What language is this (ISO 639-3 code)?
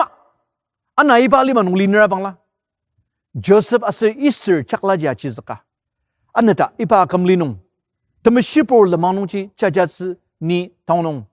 njo